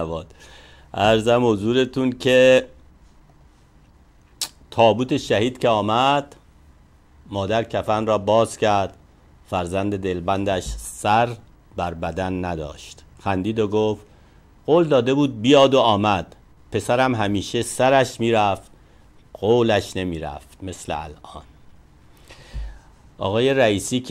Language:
Persian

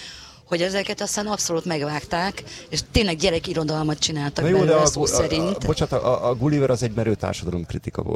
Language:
Hungarian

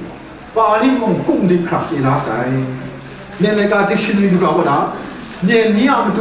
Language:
Kachin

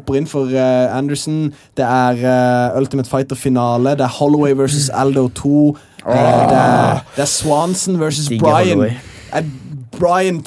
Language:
Norwegian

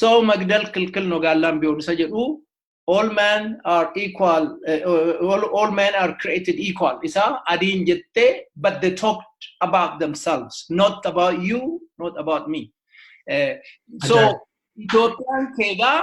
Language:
Oromo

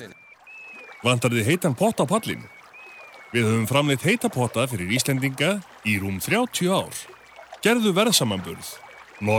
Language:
Icelandic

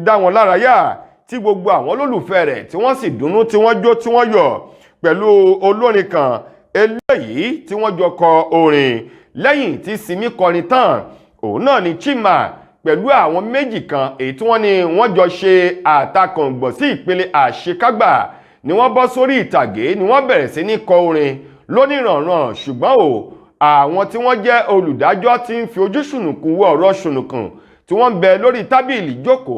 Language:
Yoruba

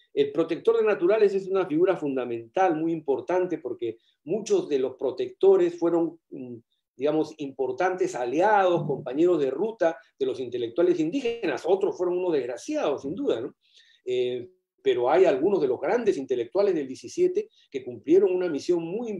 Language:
Spanish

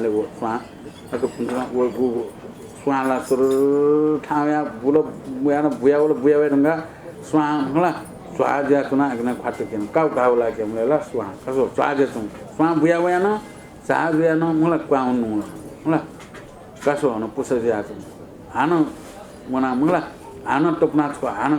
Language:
Newari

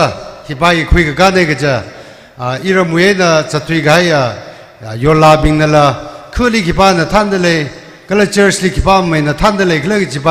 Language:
Tangkhul Naga (India)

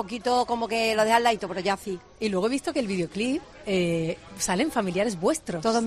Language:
Spanish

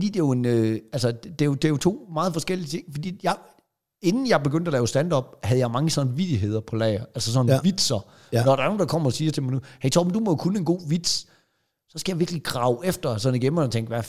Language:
Danish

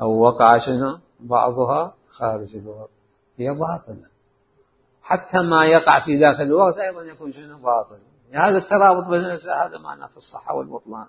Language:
Mesopotamian Arabic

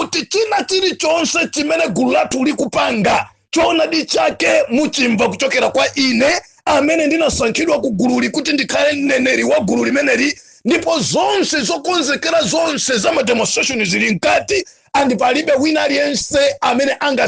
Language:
Nyanja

